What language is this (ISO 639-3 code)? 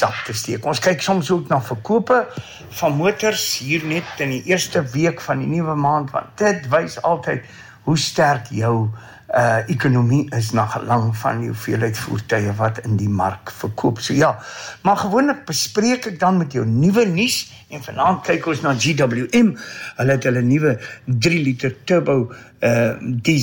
afr